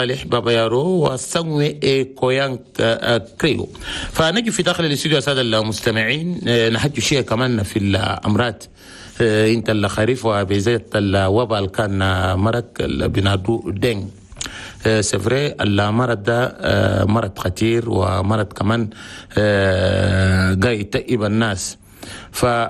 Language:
Chadian Arabic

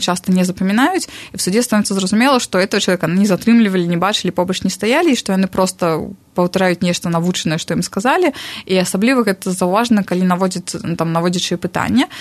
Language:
Belarusian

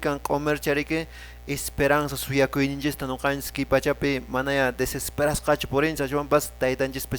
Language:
Quechua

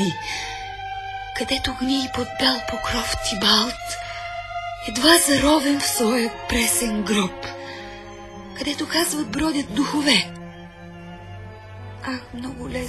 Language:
Bulgarian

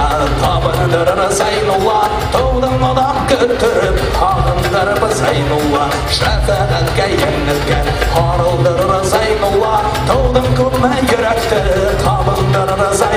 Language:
Bashkir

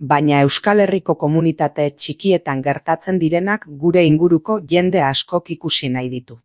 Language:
Basque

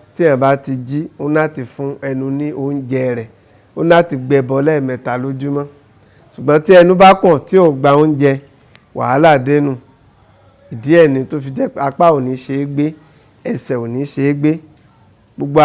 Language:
Yoruba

